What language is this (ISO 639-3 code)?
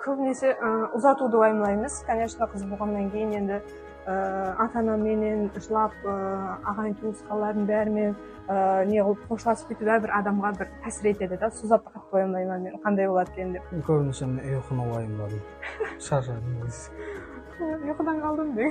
kaa